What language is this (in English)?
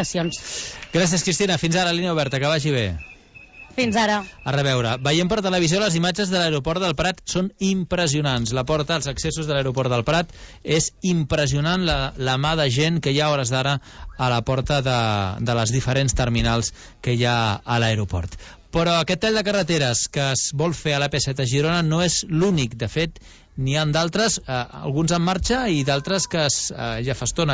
Catalan